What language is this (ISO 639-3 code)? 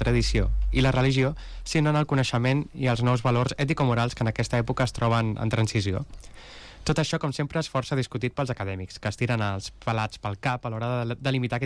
cat